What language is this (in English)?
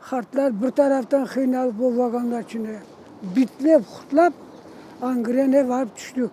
Crimean Tatar